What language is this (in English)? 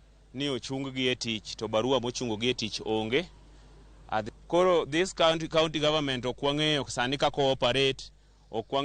Luo (Kenya and Tanzania)